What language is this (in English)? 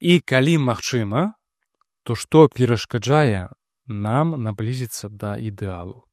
Belarusian